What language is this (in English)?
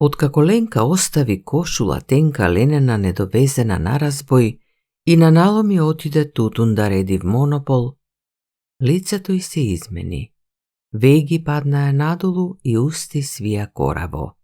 Macedonian